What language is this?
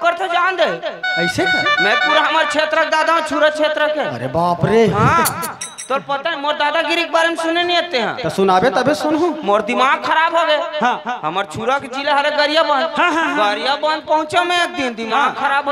Chhattisgarhi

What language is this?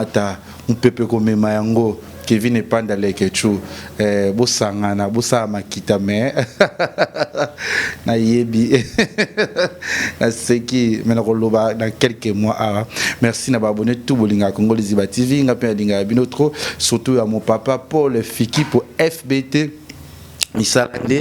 Lingala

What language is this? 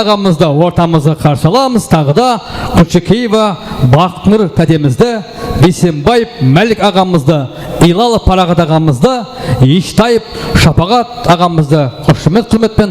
Kara-Kalpak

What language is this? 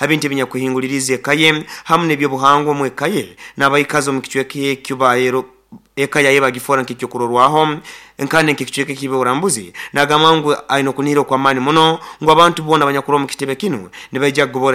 Nyoro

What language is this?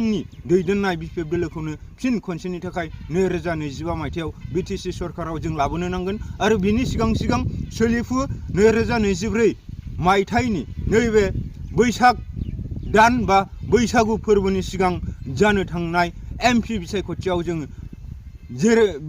Bodo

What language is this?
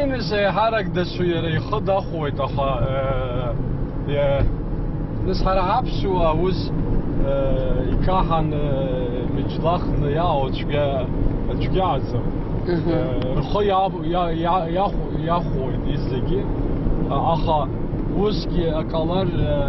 Abkhazian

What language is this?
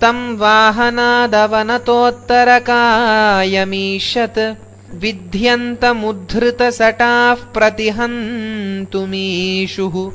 Sanskrit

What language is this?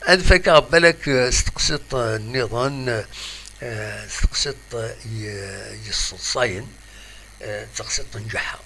Kabyle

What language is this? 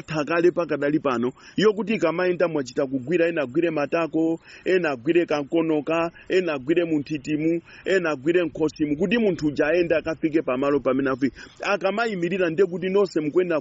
Nyanja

